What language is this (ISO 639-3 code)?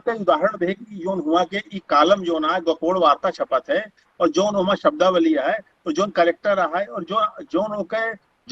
awa